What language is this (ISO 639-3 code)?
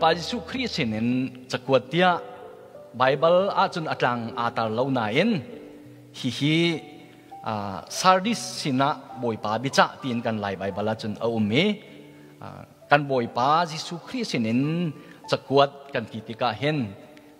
cnh